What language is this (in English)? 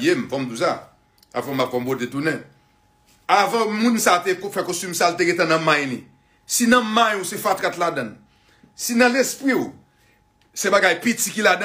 Haitian Creole